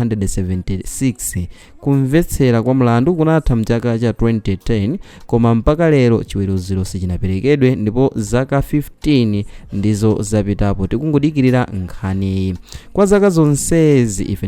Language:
Nyanja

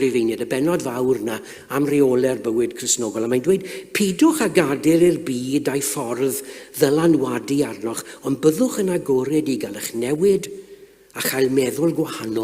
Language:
Welsh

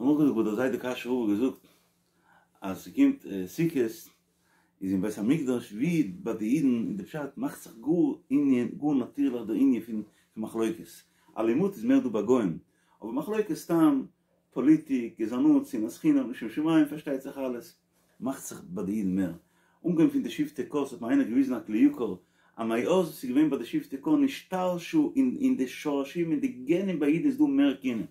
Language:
Yiddish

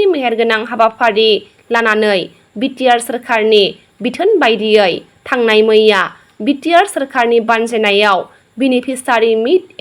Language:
Bodo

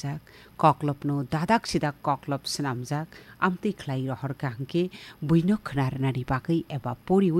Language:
Kok Borok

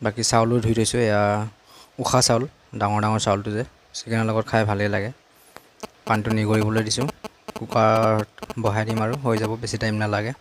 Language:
Assamese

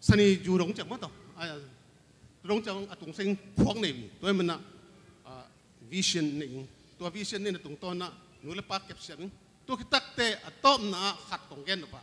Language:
Tedim Chin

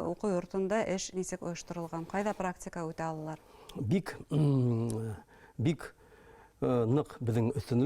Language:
Bashkir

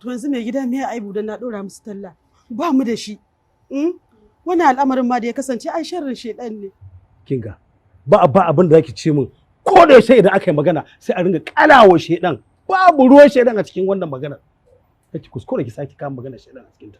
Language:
Hausa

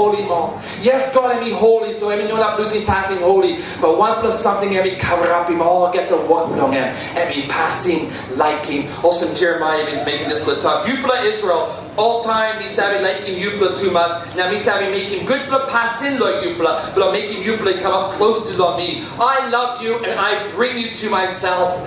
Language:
Tok Pisin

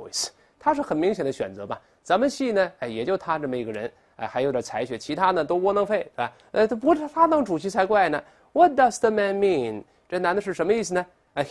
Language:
Chinese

